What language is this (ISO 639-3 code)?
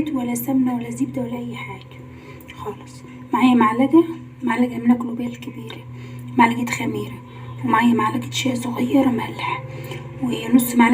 arz